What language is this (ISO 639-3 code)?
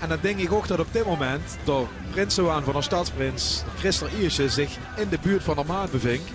lim